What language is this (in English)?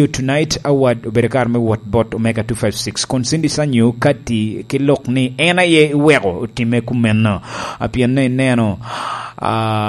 Lango (Uganda)